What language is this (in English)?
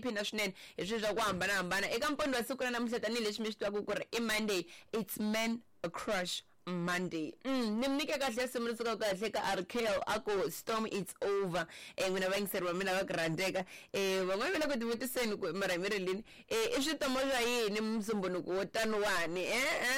Tsonga